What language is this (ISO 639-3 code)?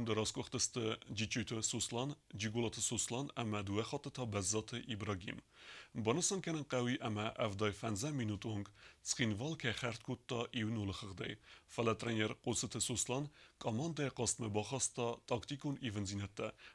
oss